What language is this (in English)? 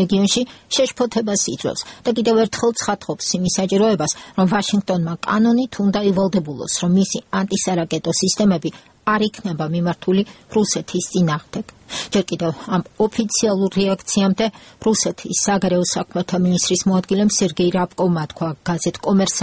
Georgian